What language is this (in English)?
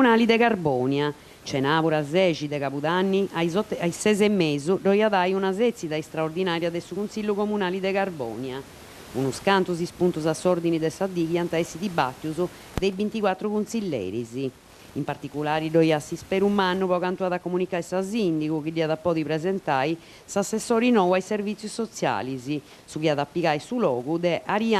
Sardinian